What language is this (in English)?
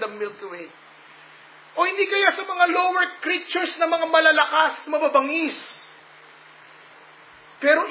Filipino